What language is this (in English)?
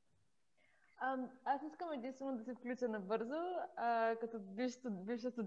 Bulgarian